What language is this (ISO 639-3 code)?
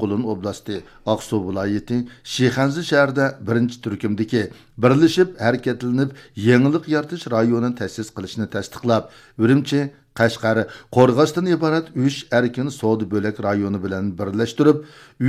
uig